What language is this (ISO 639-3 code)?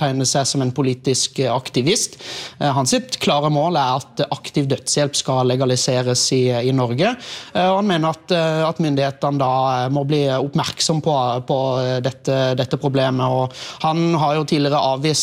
nor